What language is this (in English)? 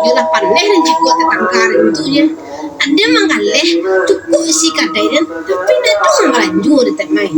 Minangkabau